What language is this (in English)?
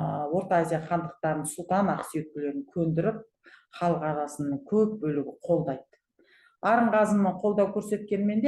Kazakh